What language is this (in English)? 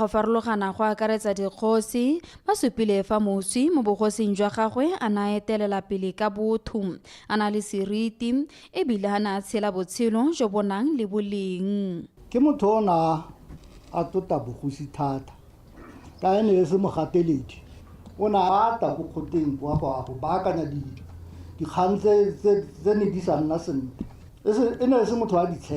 Tswana